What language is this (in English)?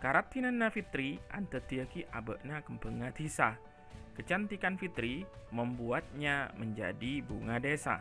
Madurese